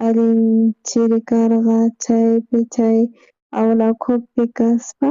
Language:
South Bolivian Quechua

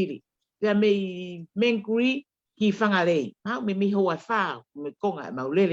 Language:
Tongan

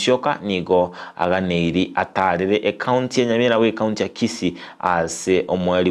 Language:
Gusii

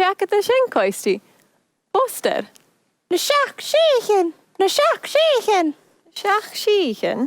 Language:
Scottish Gaelic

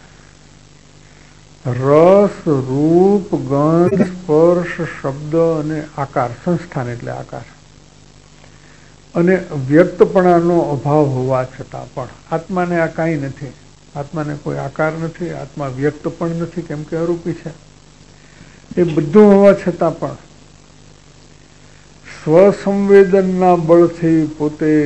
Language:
Gujarati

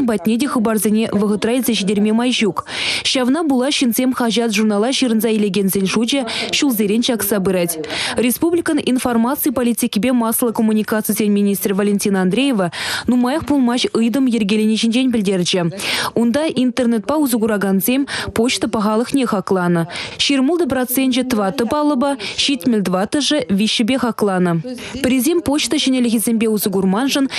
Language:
Chuvash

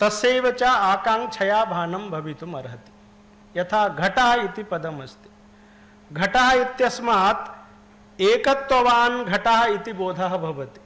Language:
Sanskrit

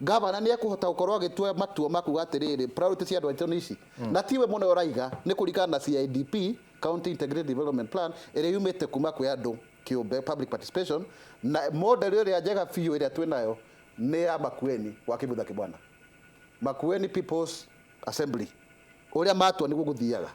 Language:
Kikuyu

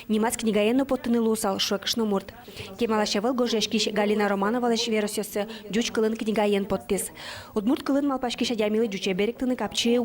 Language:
Udmurt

